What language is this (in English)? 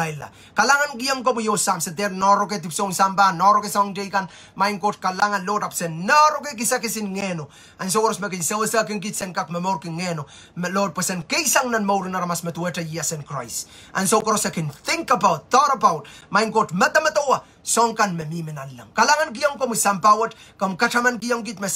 Pohnpeian